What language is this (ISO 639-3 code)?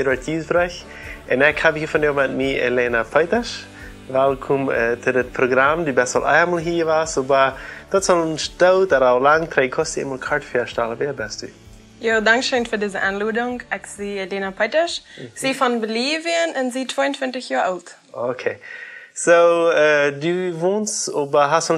pdt